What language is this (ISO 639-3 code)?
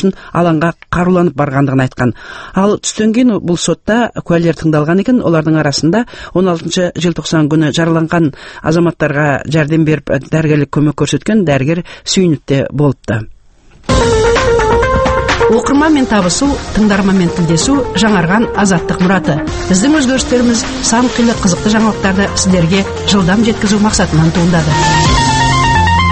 kaz